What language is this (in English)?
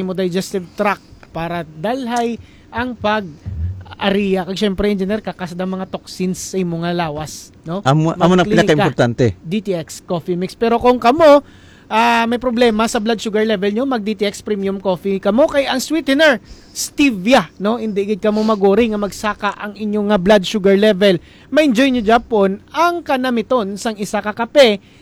Hiligaynon